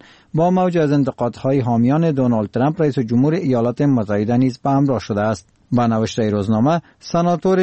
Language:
Persian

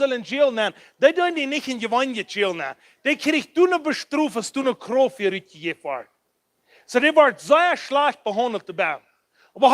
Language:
Plautdietsch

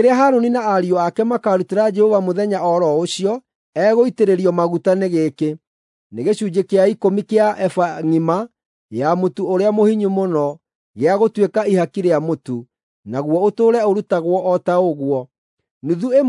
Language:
Kikuyu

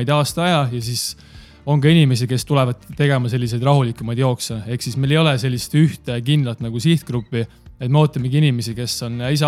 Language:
Estonian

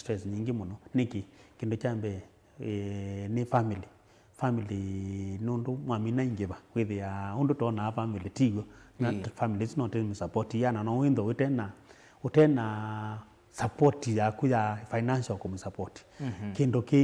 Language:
Kamba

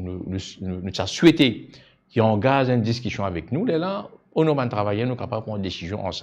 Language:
Morisyen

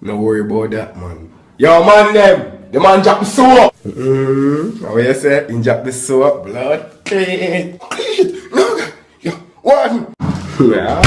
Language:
Jamaican Creole English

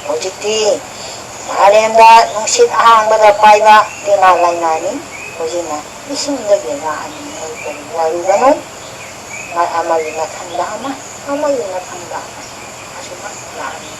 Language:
Manipuri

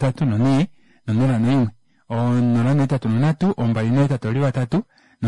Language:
Kuanyama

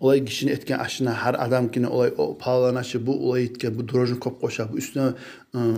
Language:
Kumyk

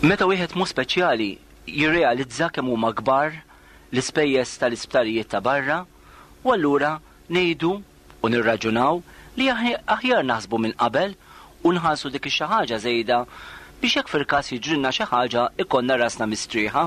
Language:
Maltese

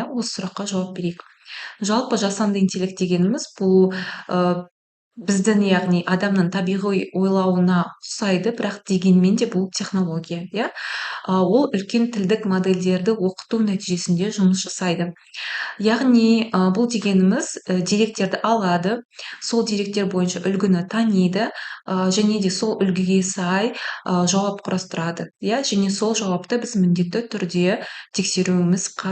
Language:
Kazakh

